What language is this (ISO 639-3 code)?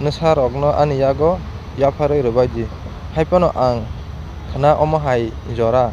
trp